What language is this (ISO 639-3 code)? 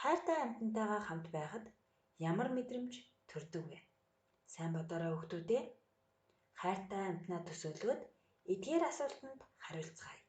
mon